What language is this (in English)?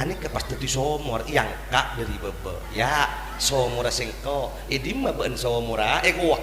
Madurese